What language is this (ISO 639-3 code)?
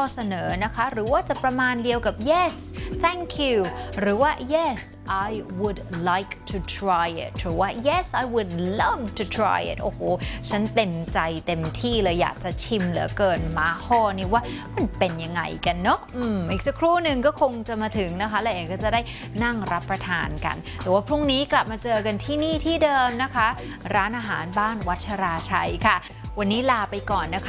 tha